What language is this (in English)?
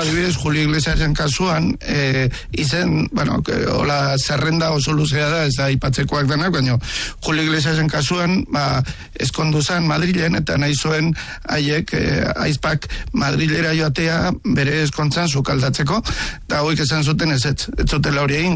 Basque